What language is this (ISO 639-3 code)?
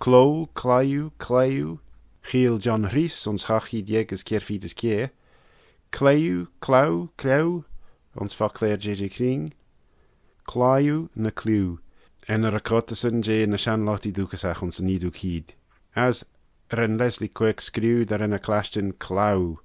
glv